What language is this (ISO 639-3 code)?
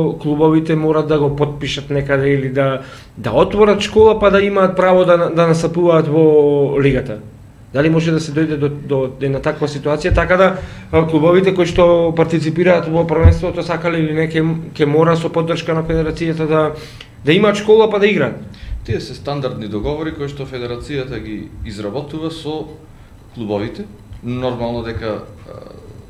mkd